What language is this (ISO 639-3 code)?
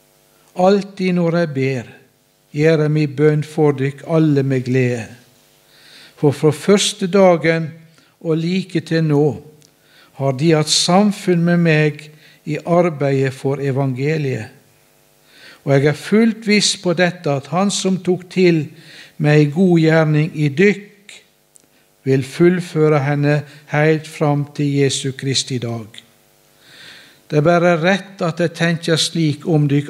nor